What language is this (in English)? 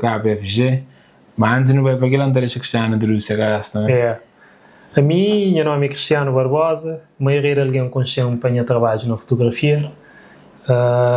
Kabuverdianu